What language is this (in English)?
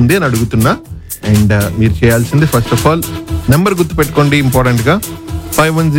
Telugu